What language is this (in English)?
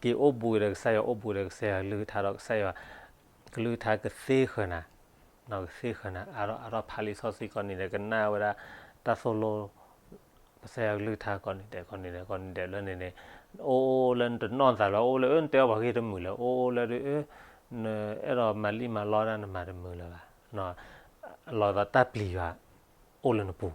S'gaw Karen